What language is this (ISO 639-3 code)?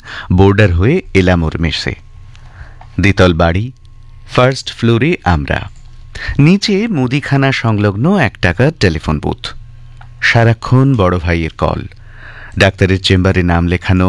ben